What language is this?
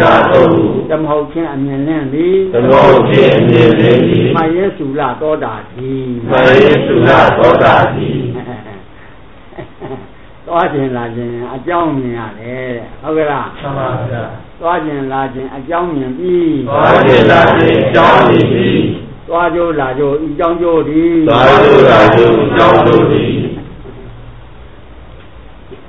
Burmese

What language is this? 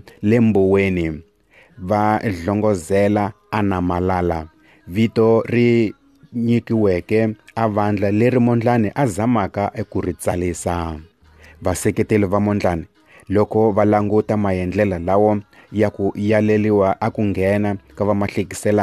Tsonga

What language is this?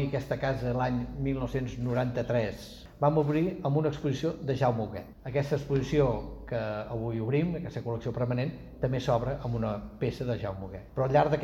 Catalan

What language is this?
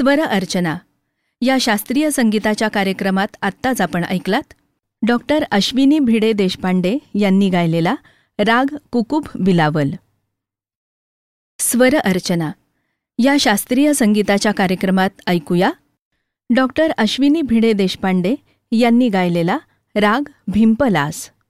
Marathi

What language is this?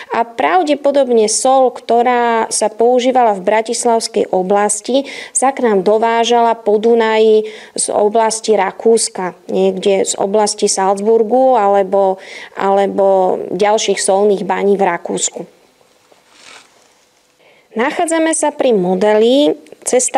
Slovak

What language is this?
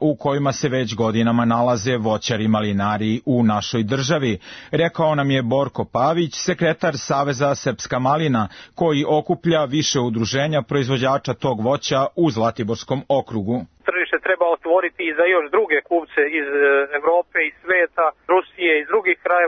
Serbian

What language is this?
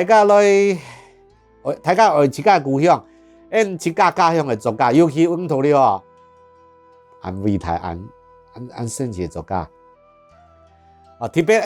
Hakka Chinese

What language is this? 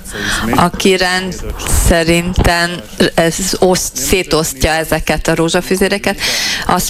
Hungarian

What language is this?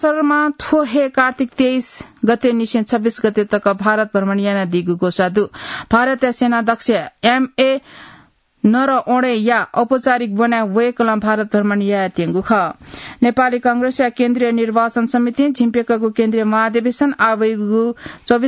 Newari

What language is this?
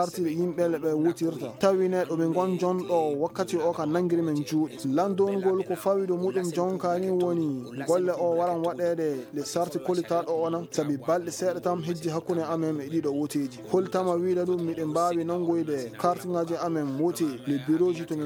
Fula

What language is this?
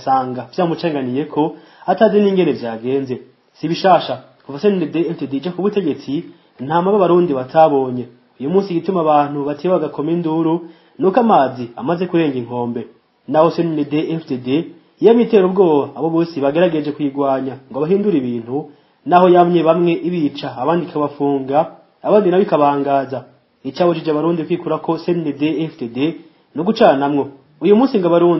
Rundi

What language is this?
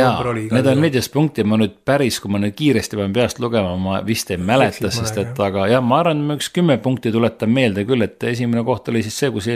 Estonian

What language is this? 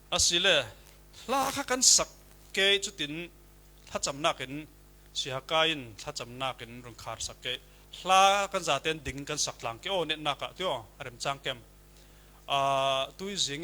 Falam Chin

